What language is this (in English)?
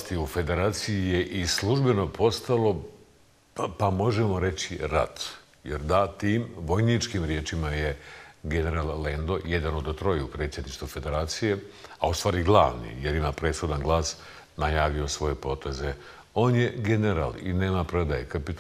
Bosnian